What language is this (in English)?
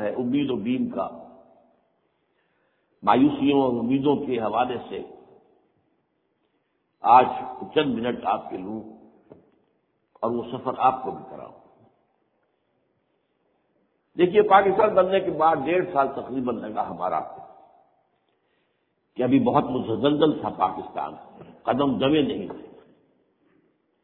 Urdu